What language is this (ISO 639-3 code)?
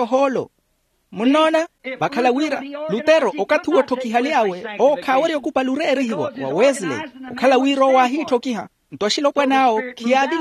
vmw